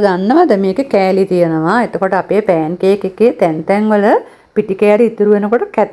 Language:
Sinhala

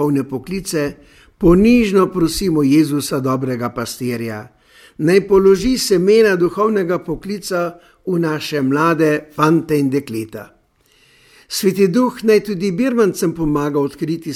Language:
Slovenian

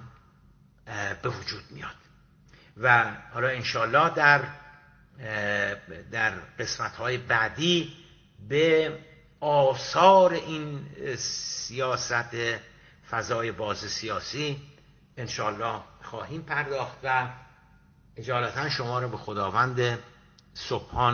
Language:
Persian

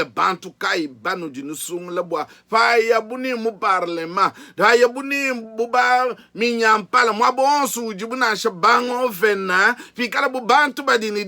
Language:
Luba-Lulua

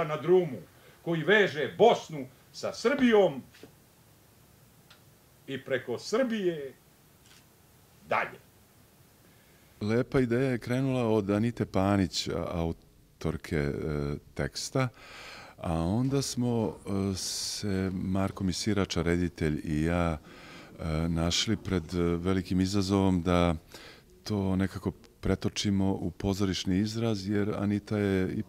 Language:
Serbian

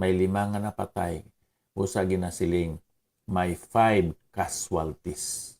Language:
Hiligaynon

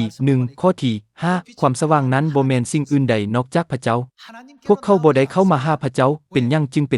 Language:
Lao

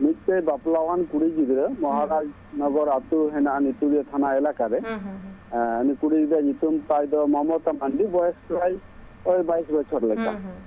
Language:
Santali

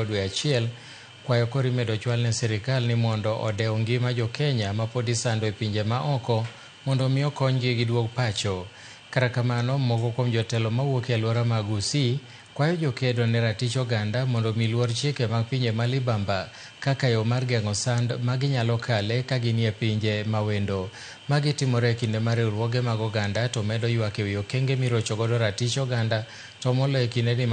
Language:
Luo (Kenya and Tanzania)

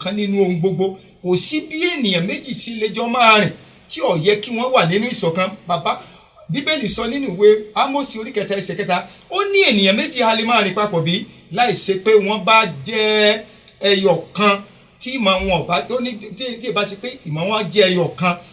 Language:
Yoruba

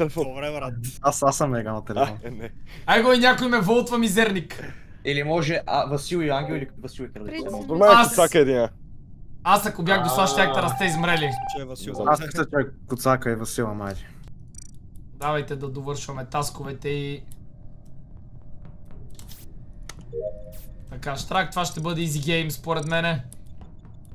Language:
Bulgarian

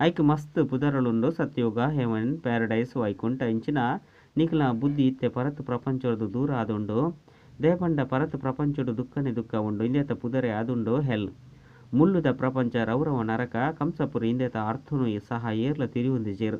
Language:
Tulu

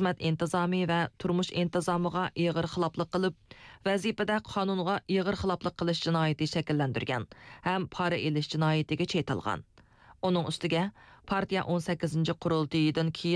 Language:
Uyghur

